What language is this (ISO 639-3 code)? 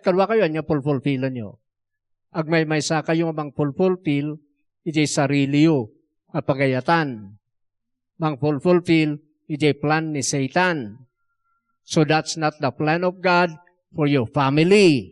ilo